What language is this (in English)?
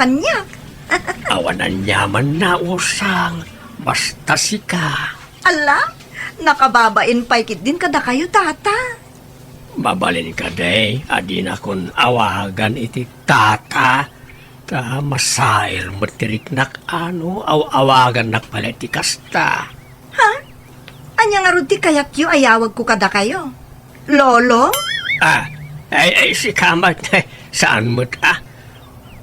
Iloko